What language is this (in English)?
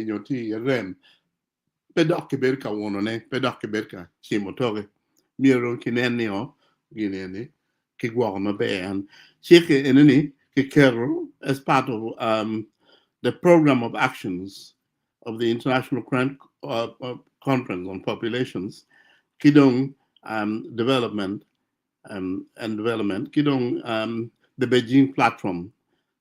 Acoli